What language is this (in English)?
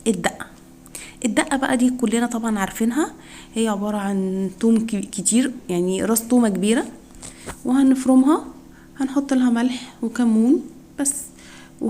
Egyptian Arabic